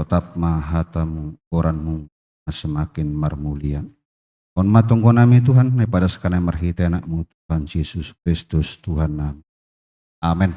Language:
Batak Simalungun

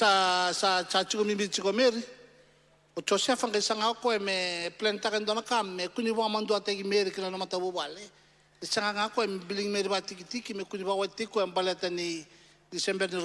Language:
Fijian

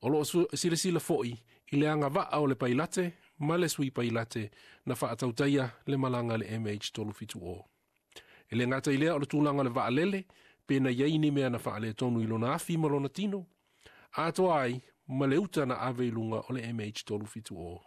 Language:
Samoan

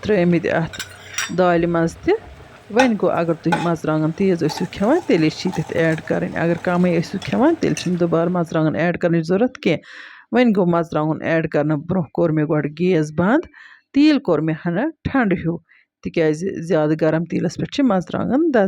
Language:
Kashmiri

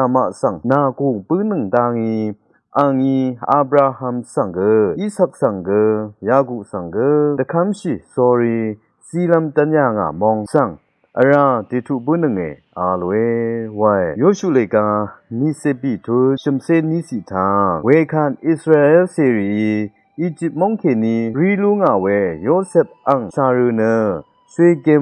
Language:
Rawang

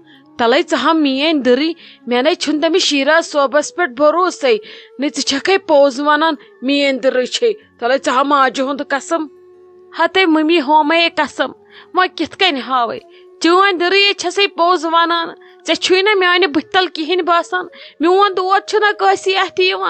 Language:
Kashmiri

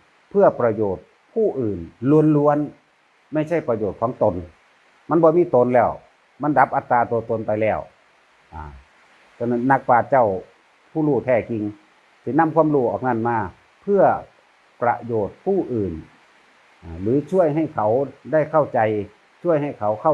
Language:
Northeastern Thai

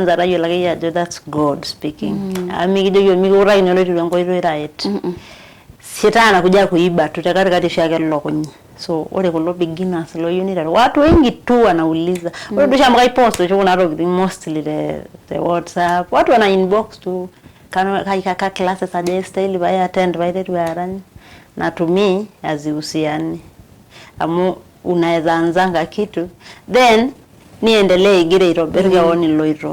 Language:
Masai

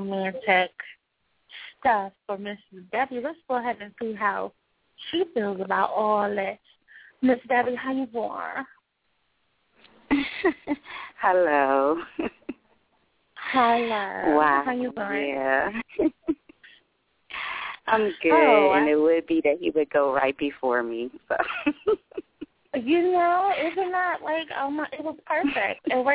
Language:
English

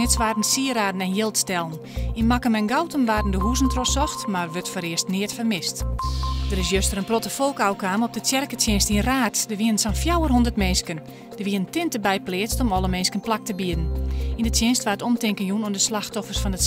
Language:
Western Frisian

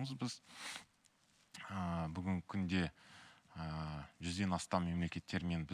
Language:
Kazakh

